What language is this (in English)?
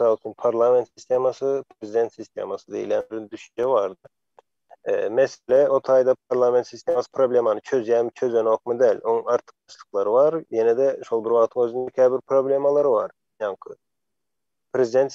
Turkmen